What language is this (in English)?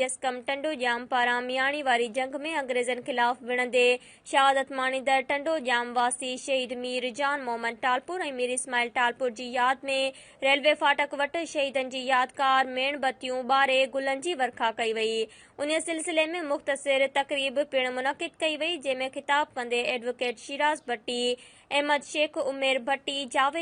Sindhi